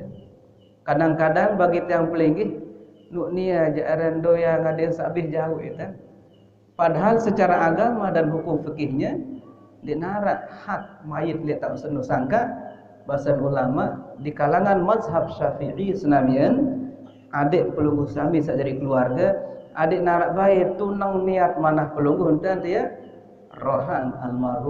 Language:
Sasak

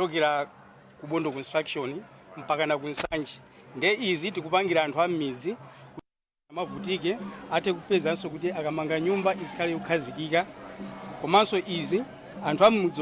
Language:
Nyanja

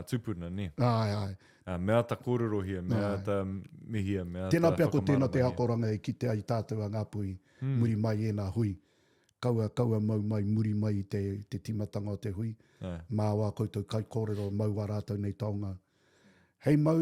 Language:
Māori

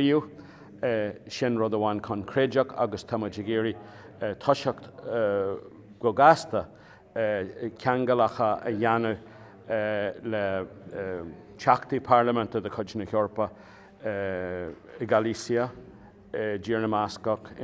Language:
Irish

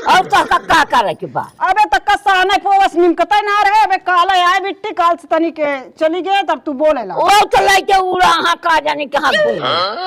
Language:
Awadhi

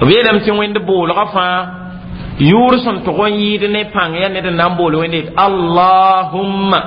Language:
Mossi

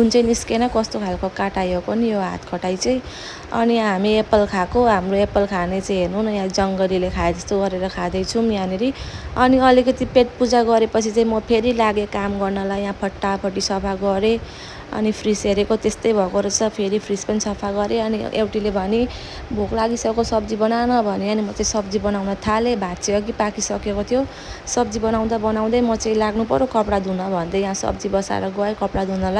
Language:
Nepali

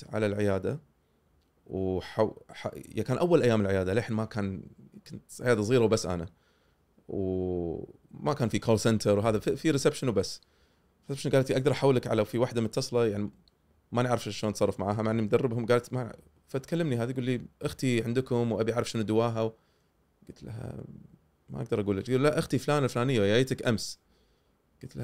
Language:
Gulf Arabic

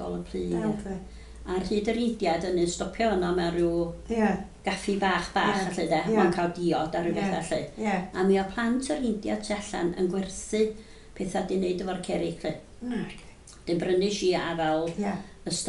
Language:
Welsh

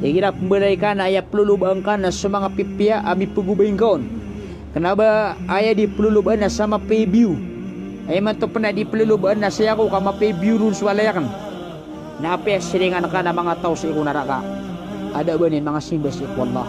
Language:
Maranao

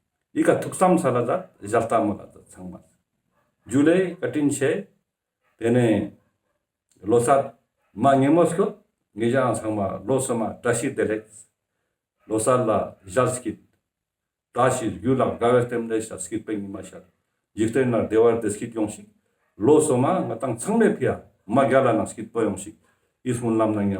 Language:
Ladakhi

